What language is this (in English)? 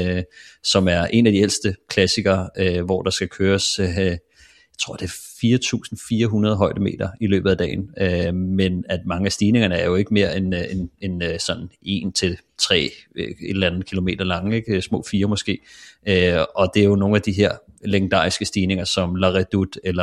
Danish